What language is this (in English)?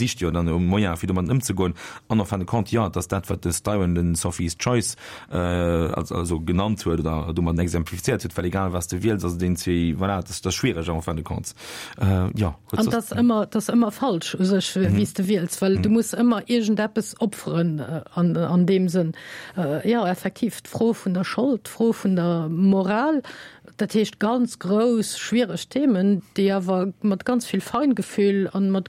Luxembourgish